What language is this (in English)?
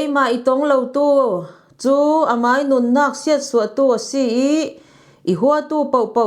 Falam Chin